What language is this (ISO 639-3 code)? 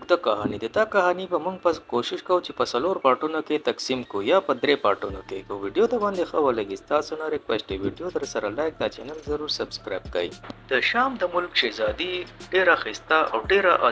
pus